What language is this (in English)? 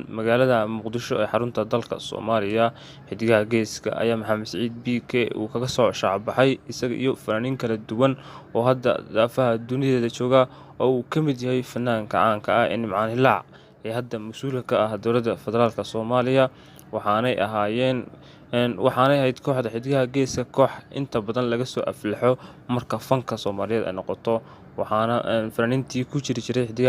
Somali